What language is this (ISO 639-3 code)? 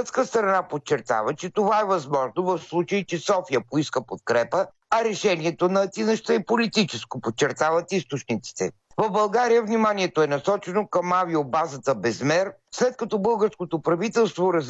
bul